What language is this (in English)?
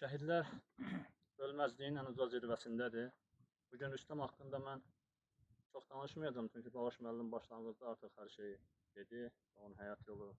Azerbaijani